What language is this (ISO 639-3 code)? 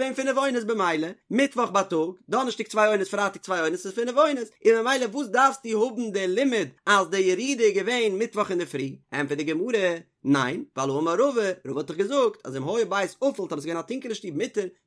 yid